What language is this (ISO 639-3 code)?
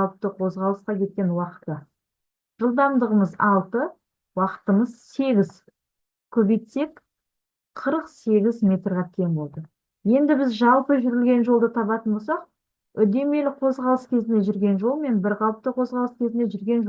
kaz